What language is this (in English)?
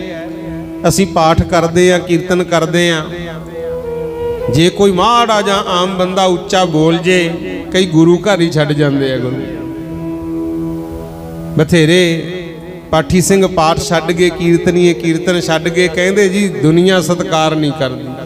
Punjabi